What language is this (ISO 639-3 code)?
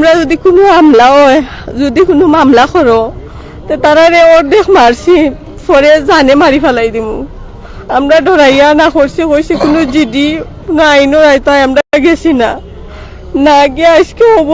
syl